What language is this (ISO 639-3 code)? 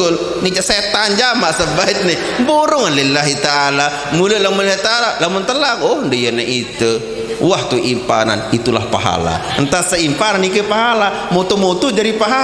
sas